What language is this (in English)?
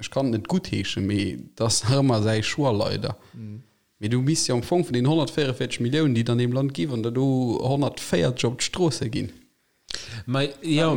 Luxembourgish